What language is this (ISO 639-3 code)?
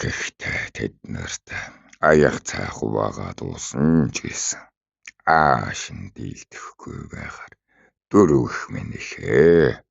mon